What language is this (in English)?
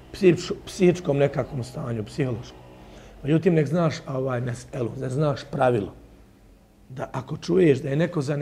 Bosnian